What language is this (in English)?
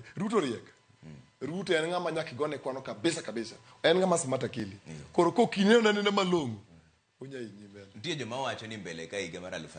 Luo (Kenya and Tanzania)